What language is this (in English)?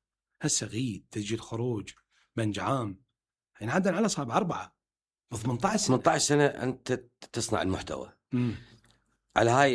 Mesopotamian Arabic